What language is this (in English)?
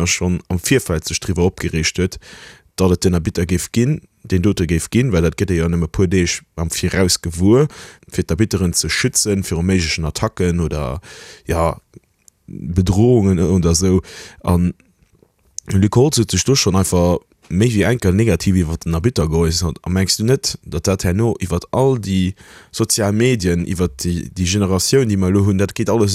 Luxembourgish